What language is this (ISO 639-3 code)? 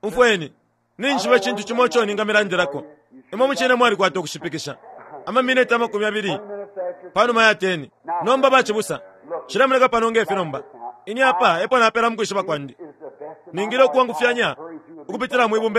bem